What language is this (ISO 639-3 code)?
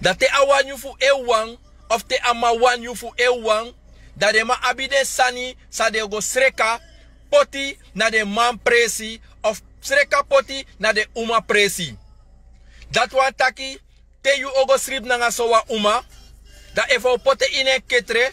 srn